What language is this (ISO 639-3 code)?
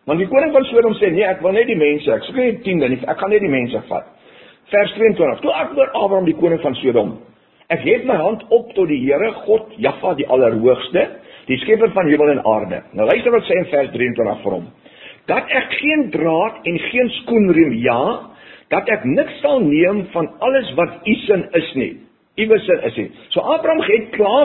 afr